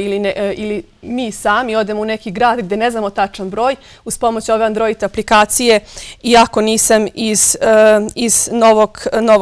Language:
Bosnian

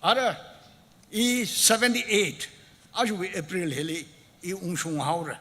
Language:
Tangkhul Naga (India)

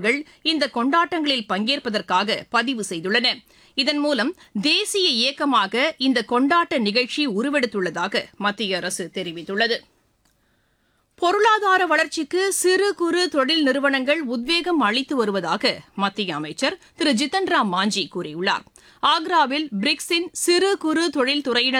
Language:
Tamil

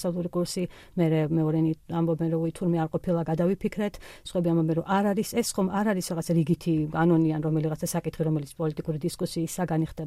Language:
Georgian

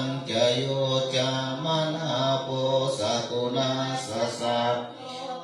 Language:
Pali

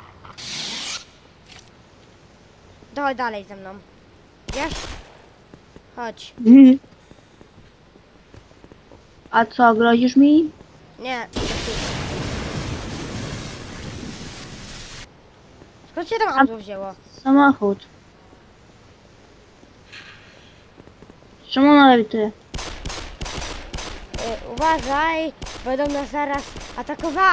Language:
Polish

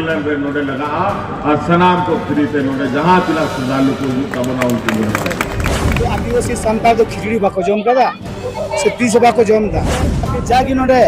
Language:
Santali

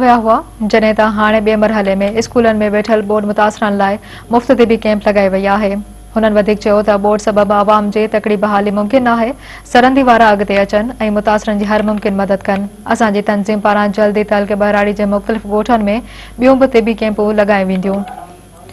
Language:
Sindhi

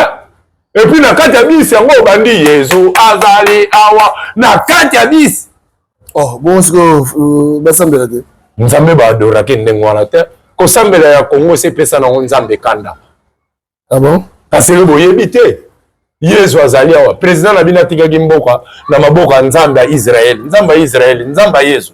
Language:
Lingala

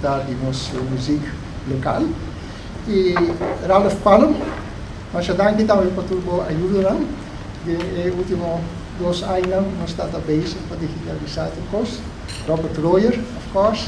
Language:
Papiamento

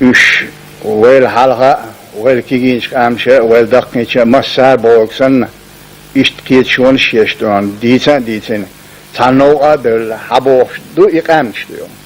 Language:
Chechen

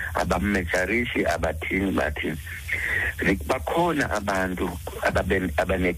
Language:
Xhosa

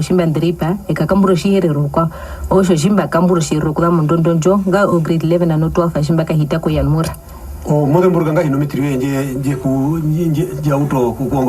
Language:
Herero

